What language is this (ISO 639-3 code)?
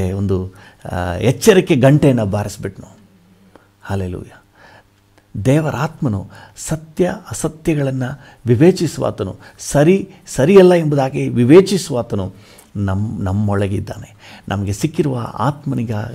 kan